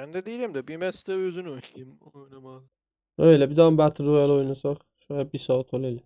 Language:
South Azerbaijani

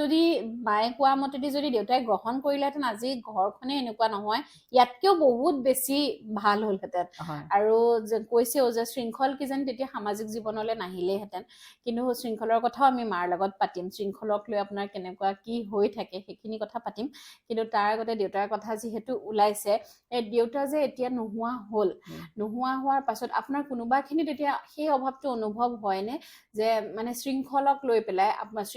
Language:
Assamese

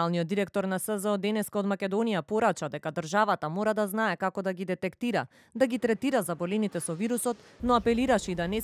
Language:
Macedonian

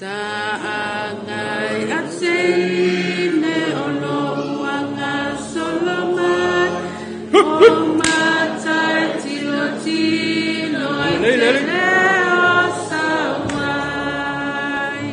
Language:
Samoan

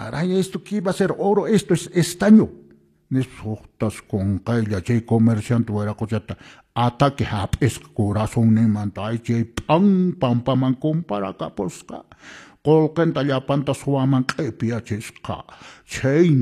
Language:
Quechua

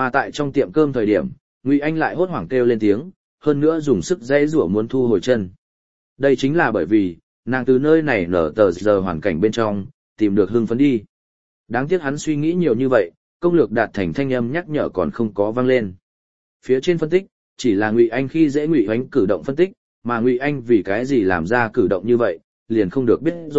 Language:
Vietnamese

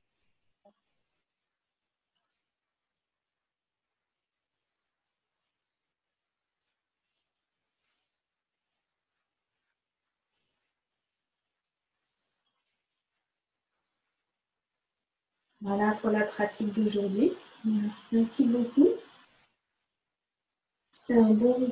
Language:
French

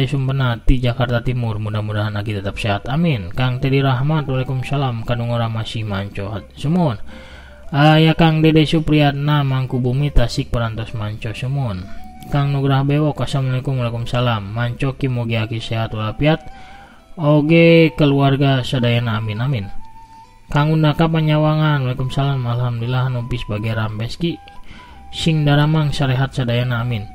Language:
Sundanese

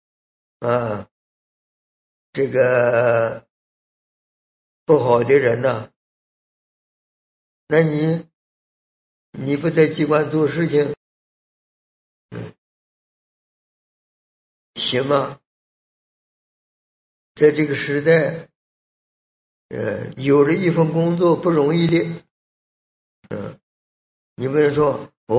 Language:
Chinese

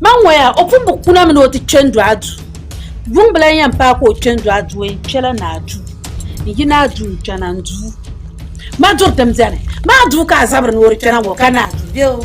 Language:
Dagbani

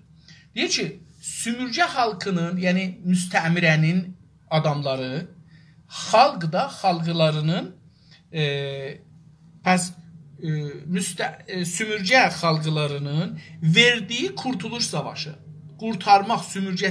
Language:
South Azerbaijani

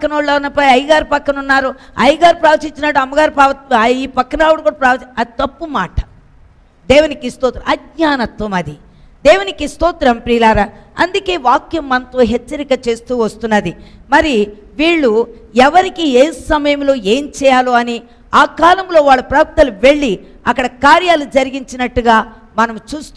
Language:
Telugu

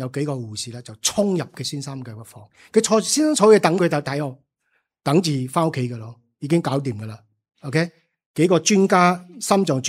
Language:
Cantonese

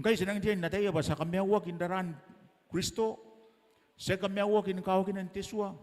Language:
Gilbertese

